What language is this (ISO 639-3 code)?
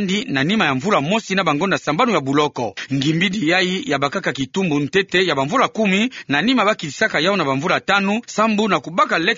ktu